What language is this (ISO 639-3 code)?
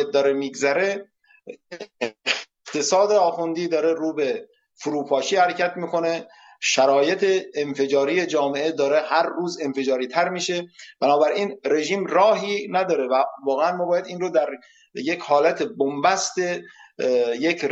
fas